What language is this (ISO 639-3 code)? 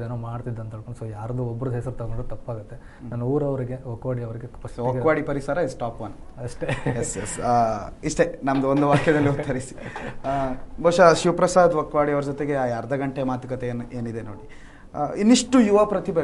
kan